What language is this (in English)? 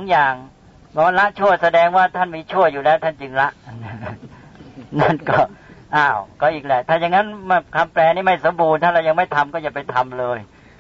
Thai